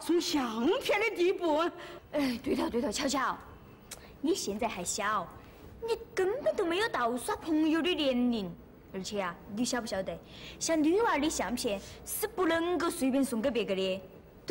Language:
Chinese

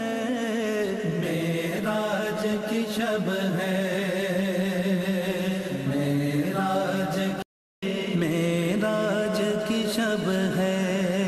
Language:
Urdu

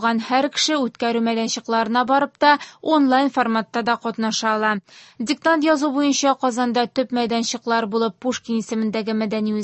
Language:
Tatar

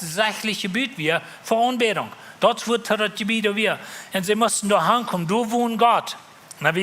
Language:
Plautdietsch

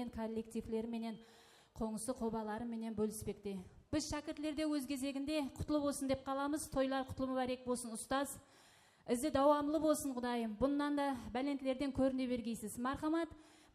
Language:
Kara-Kalpak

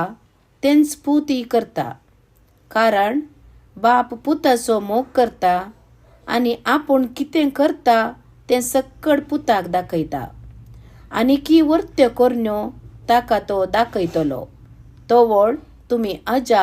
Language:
Konkani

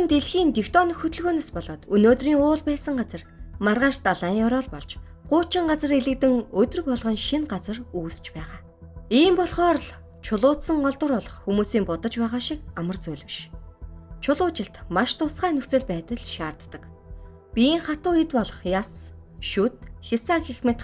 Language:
Mongolian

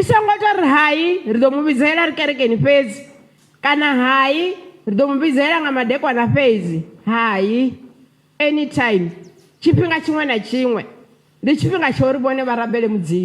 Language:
Venda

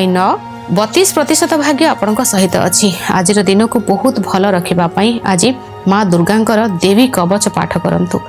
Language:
Odia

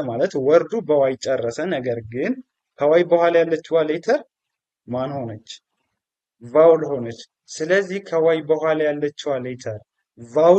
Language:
Amharic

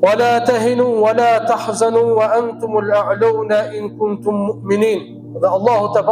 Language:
Albanian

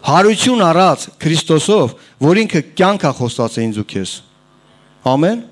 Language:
Armenian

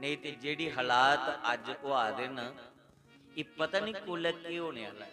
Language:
Dogri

